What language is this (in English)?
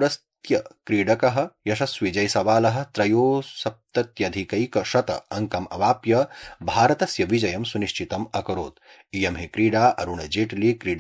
Sanskrit